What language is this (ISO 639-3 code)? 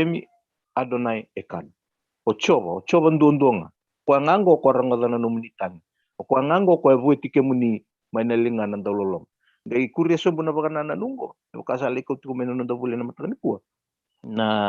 fij